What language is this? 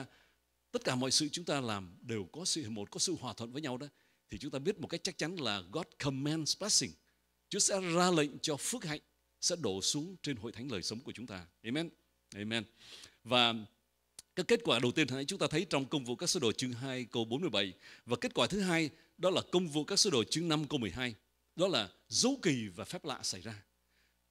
Vietnamese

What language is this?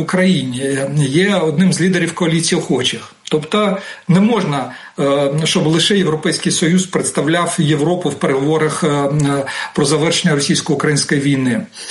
Ukrainian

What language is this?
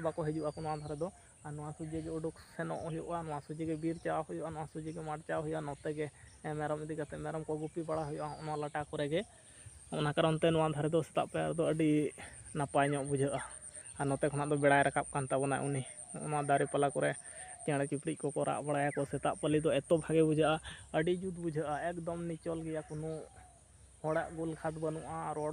Santali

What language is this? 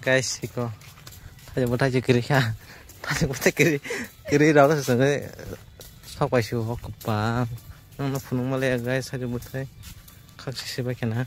Kok Borok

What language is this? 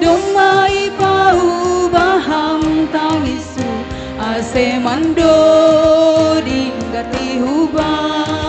Batak Simalungun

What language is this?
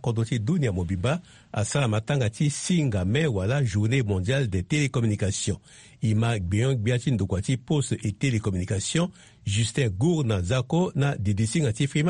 Sango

